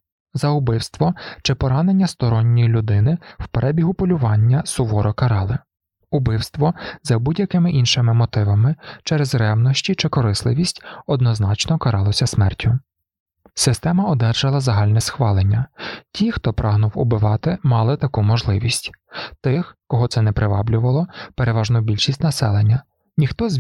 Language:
Ukrainian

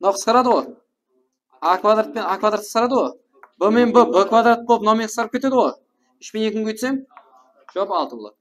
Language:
Kara-Kalpak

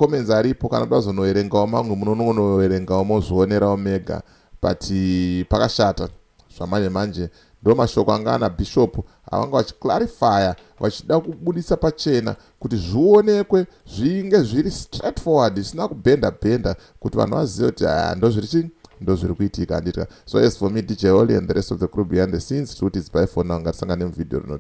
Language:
Shona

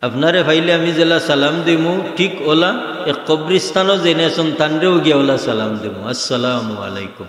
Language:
Sylheti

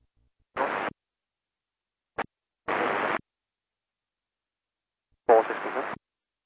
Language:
English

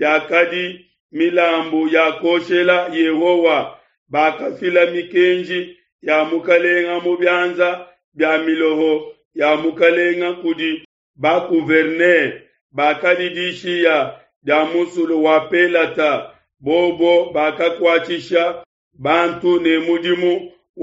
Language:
Luba-Lulua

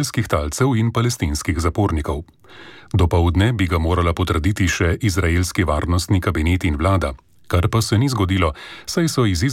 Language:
Slovenian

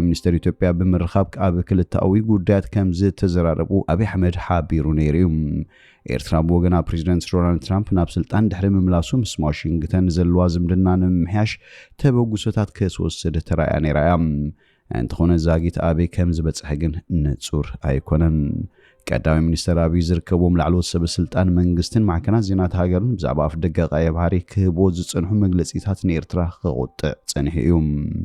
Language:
Tigrinya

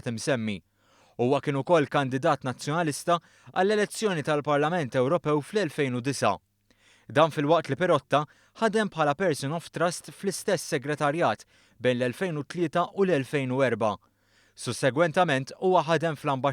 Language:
Maltese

